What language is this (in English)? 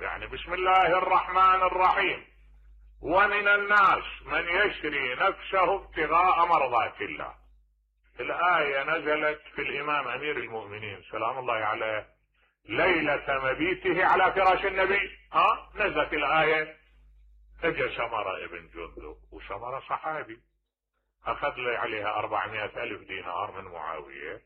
Mesopotamian Arabic